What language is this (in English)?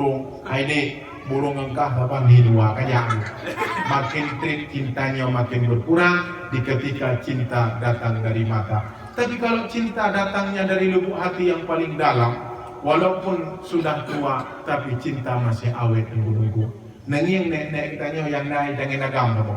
Achinese